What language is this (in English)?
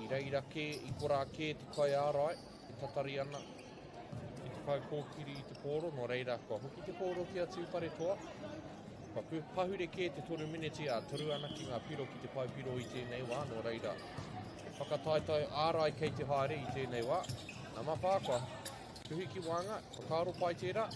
Māori